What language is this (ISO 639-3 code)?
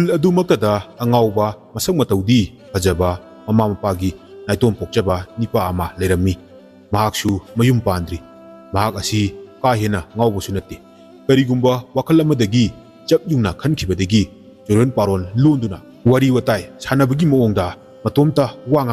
mni